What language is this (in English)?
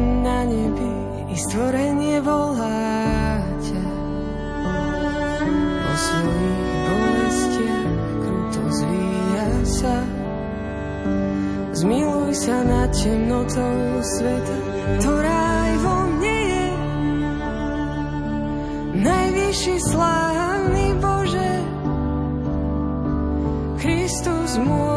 Slovak